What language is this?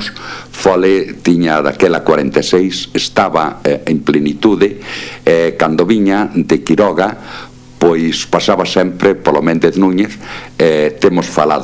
Galician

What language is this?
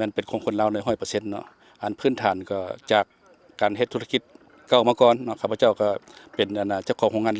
Lao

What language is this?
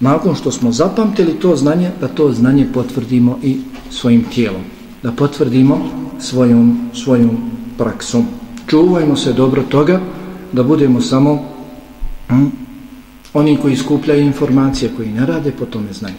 Bosnian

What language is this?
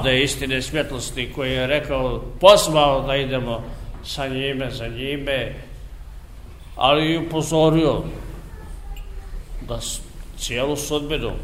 Serbian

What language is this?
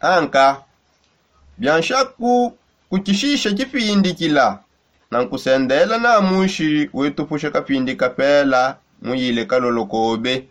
Songe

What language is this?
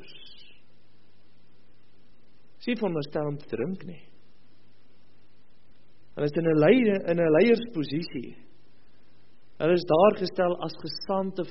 Afrikaans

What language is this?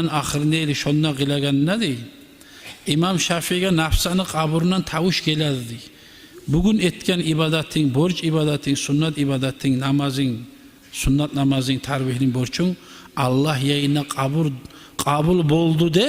Kumyk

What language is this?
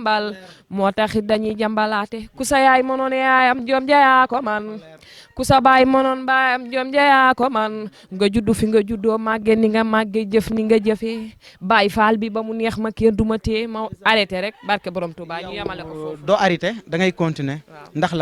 Wolof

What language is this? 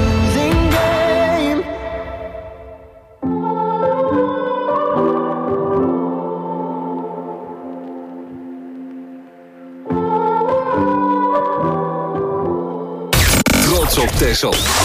Dutch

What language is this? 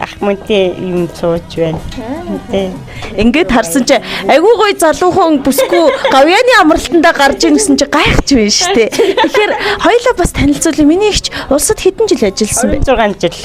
Mongolian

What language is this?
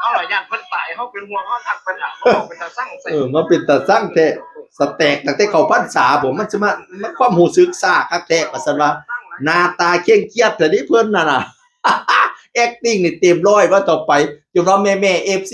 Northeastern Thai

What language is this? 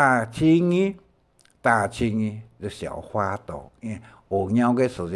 Hakka Chinese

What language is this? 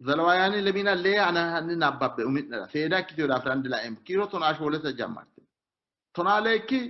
Sidamo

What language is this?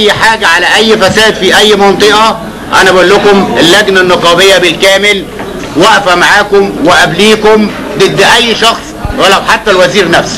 Egyptian Arabic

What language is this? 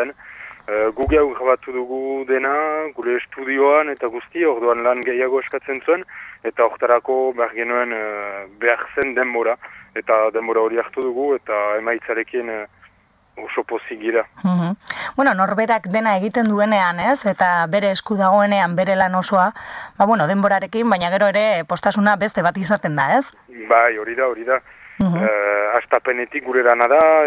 Basque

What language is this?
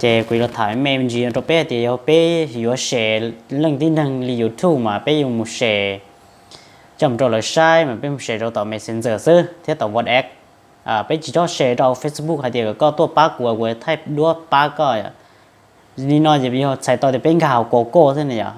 Hmong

